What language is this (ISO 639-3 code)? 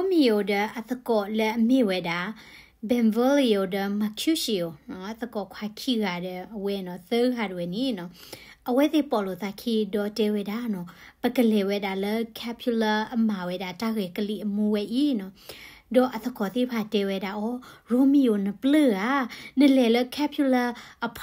ksw